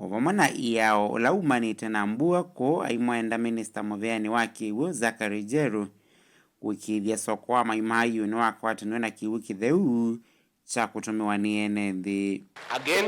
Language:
Kamba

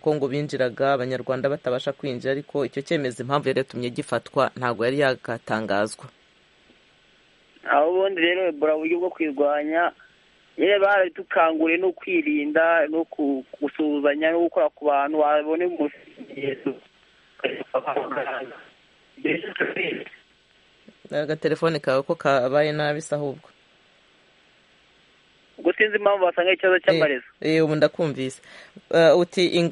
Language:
Kinyarwanda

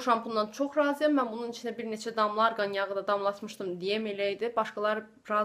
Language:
Azerbaijani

